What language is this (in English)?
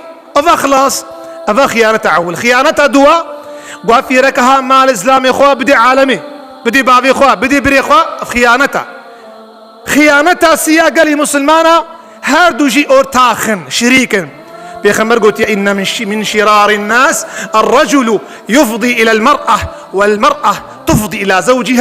Kurdish